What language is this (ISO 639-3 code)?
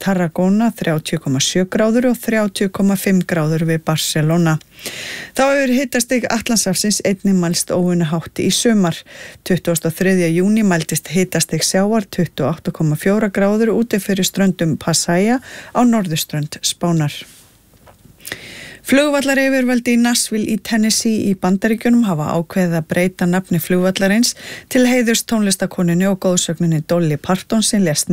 isl